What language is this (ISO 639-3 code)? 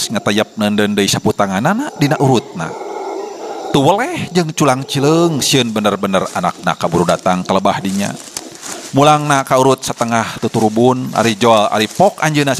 sun